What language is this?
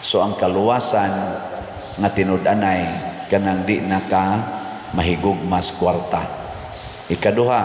Cebuano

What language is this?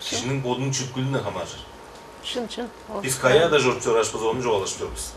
Tuvinian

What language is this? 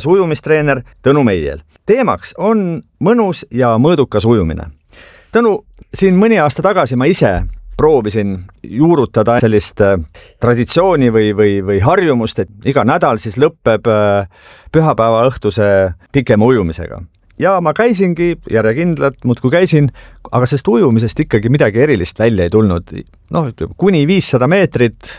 Estonian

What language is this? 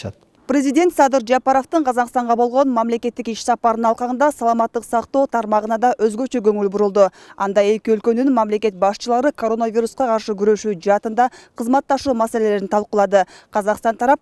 Kyrgyz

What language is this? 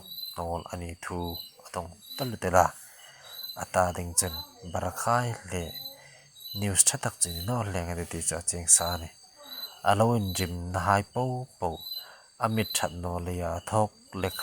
Hmar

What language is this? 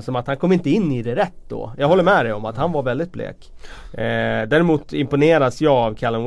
Swedish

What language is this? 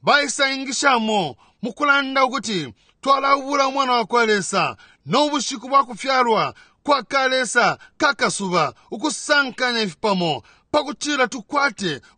Bemba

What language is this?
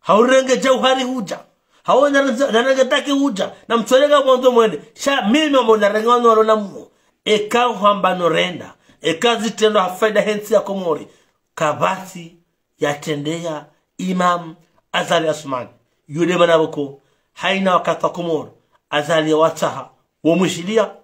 Ngazidja Comorian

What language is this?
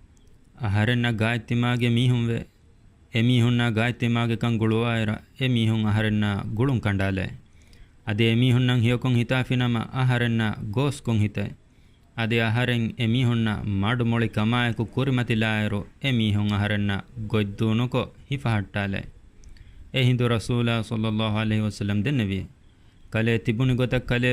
Divehi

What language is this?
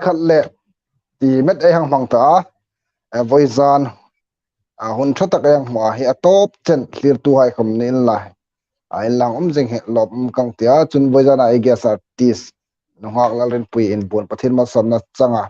Hmar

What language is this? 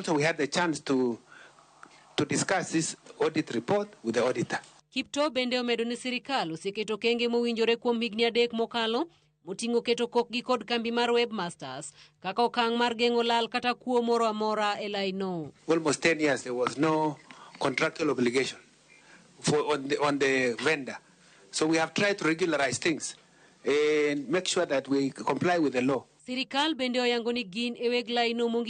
Luo (Kenya and Tanzania)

